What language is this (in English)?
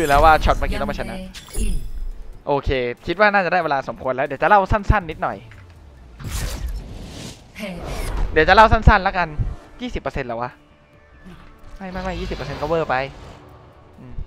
Thai